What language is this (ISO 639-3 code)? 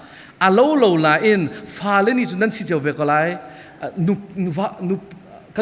cfm